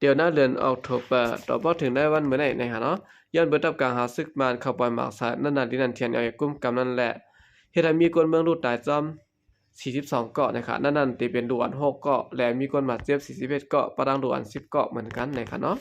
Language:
Shan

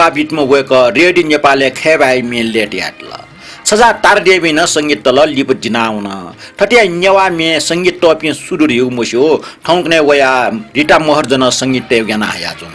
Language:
Newari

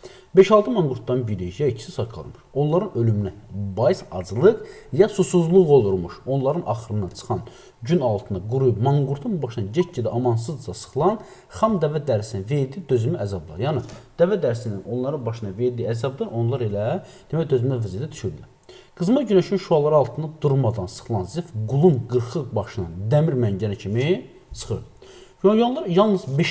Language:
Azerbaijani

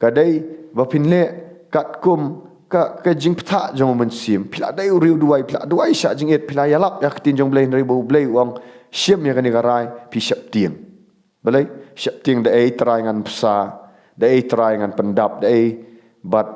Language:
Khasi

